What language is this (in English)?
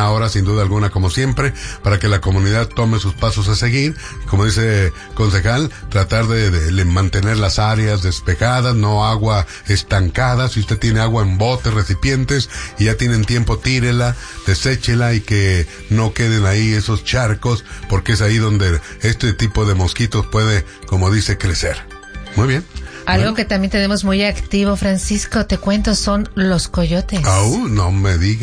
Spanish